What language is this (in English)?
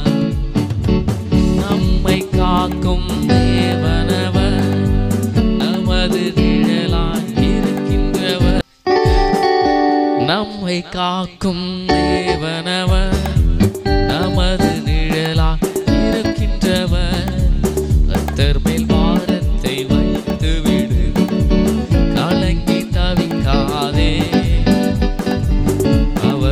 Tamil